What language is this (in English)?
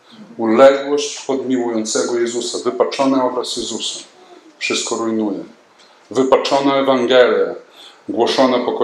Polish